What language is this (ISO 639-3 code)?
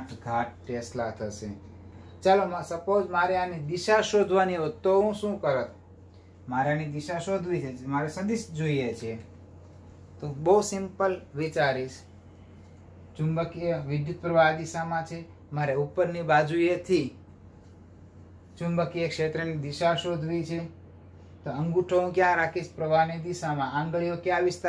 guj